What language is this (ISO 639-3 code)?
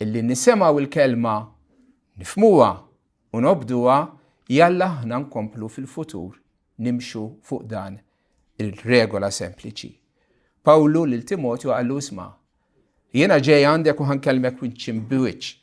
mlt